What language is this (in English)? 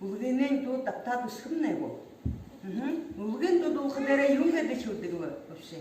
Buriat